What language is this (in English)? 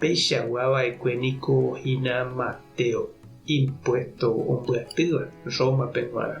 Guarani